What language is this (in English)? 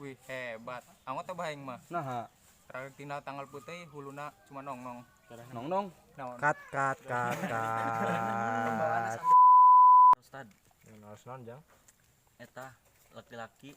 Sundanese